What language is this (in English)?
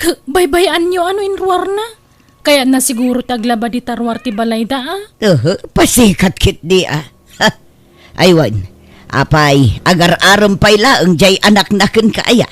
Iloko